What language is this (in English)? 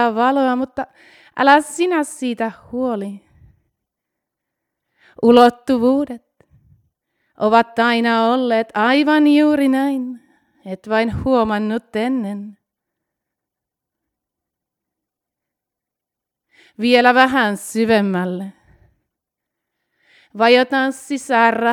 Finnish